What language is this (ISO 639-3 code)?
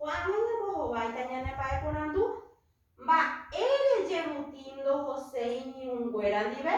grn